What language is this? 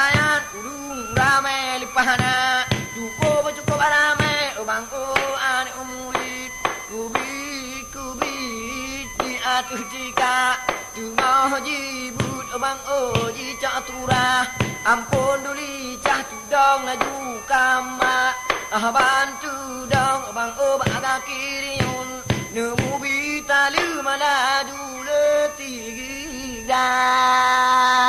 Achinese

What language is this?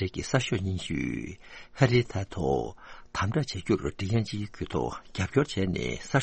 Tibetan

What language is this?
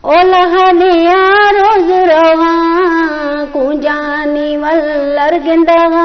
Eastern Balochi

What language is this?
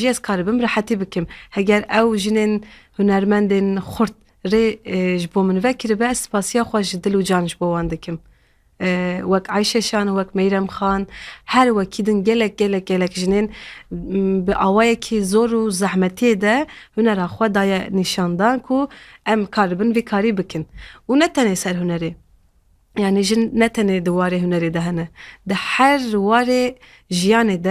Kurdish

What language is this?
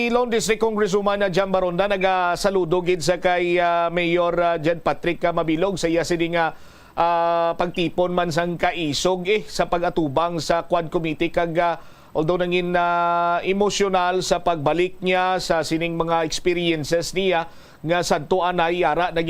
Hiligaynon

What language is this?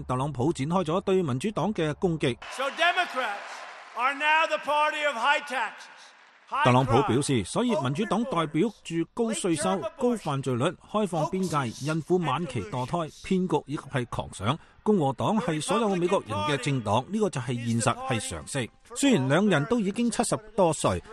Cantonese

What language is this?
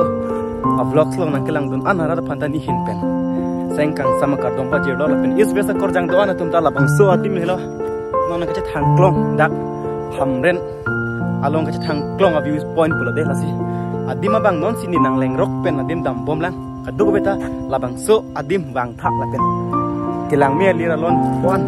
Karbi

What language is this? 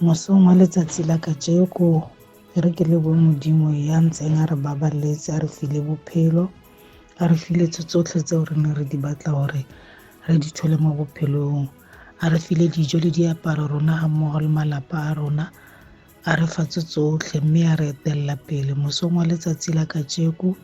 Tswana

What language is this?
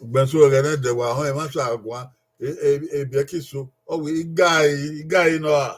Bini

